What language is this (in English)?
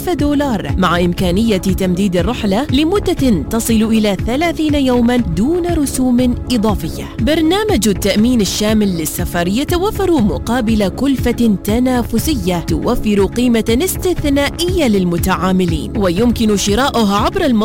Arabic